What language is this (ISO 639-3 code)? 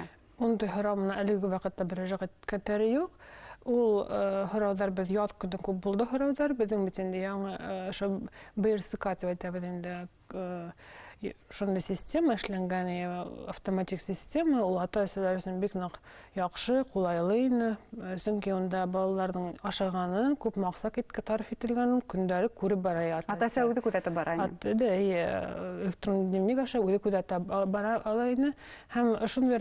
bak